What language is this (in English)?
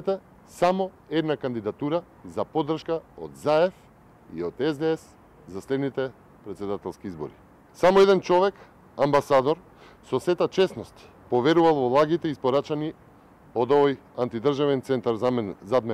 Macedonian